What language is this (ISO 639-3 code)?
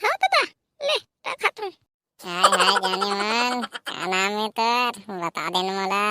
hne